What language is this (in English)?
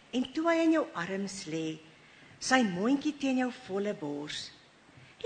Afrikaans